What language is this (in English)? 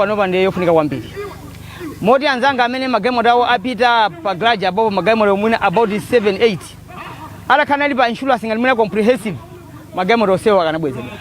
Nyanja